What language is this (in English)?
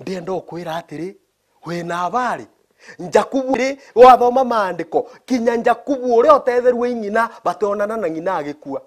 Meru